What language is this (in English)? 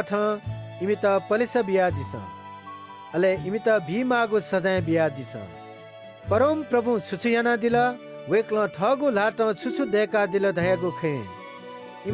Newari